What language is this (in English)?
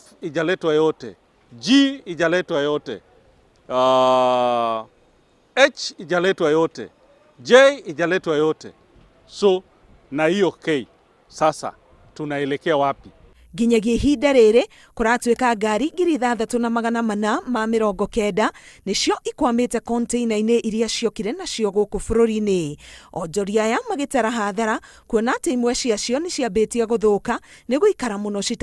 Kikuyu